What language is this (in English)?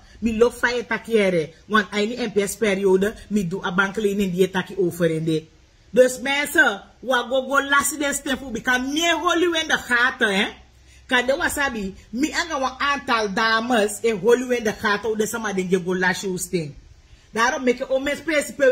Sranan Tongo